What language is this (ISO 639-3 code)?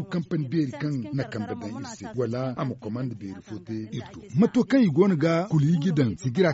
dje